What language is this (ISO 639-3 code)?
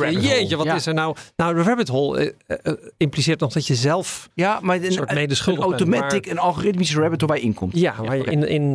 nld